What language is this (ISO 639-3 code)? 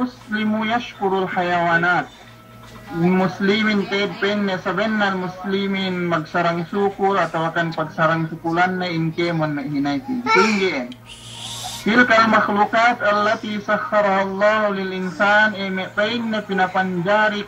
yka